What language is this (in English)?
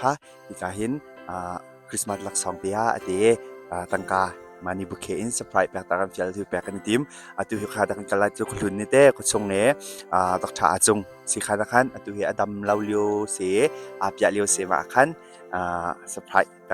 Hakha Chin